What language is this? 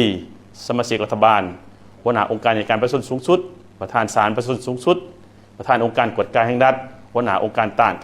Lao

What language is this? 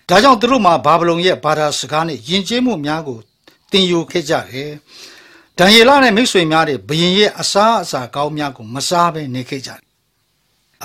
Burmese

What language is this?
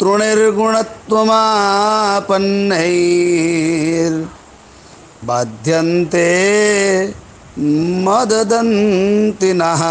Sanskrit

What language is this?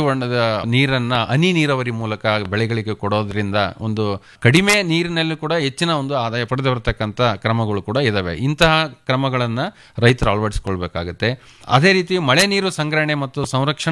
Kannada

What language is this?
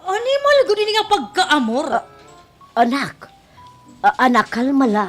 Waray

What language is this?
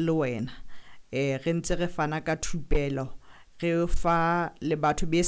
Southern Sotho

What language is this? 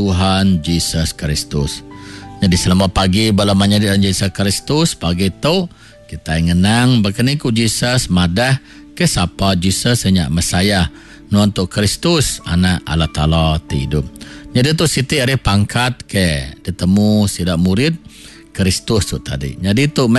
Iban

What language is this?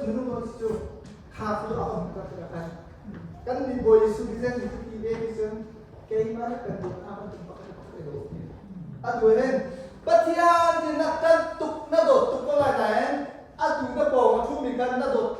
Hakha Chin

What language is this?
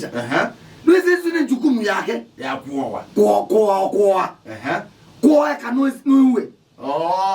Kamba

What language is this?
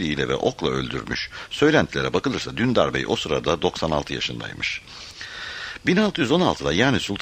Turkish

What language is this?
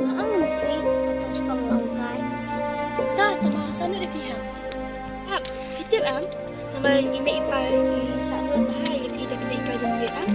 Khasi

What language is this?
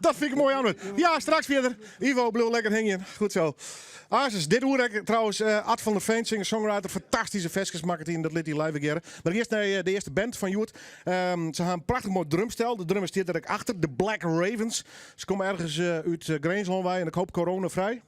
Western Frisian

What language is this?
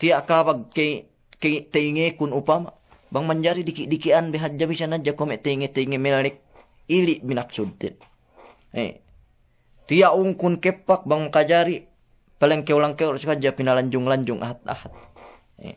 Yakan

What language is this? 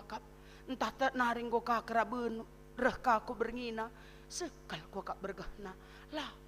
Batak Karo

